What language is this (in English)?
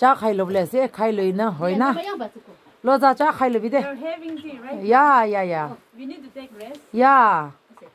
Naga Pidgin